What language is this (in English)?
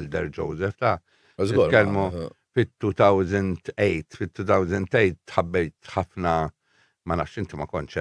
Maltese